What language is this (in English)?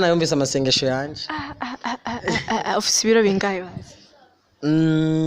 Rundi